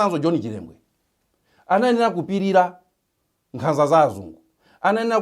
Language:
Nyanja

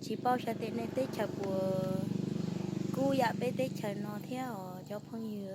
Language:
Hmong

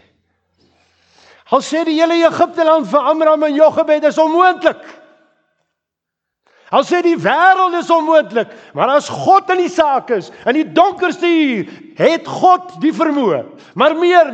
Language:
Afrikaans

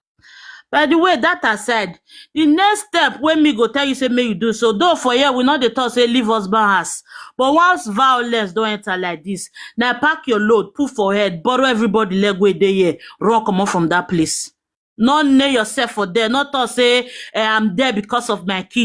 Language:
Nigerian Pidgin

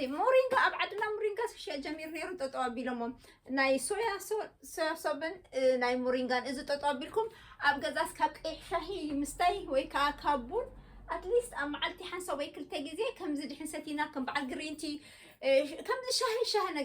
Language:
Tigrinya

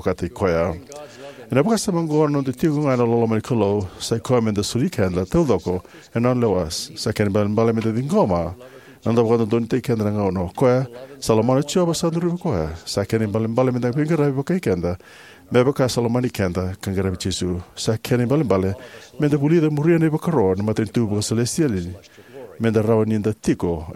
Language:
Fijian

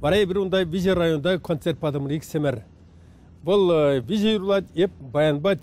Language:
Chuvash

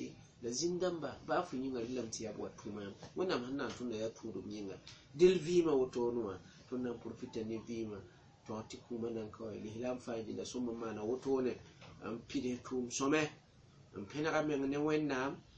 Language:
Mossi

